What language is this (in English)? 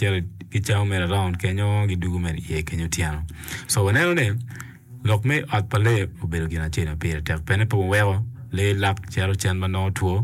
Acoli